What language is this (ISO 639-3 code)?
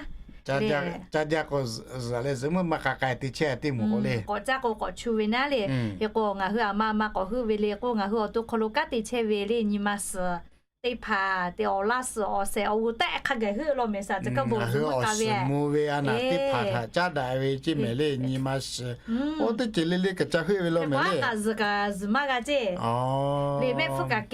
lhu